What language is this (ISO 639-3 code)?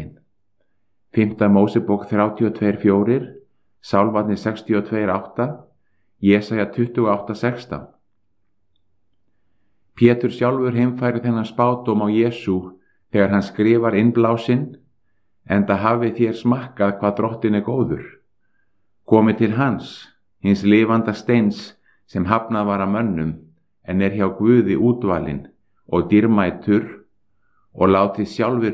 isl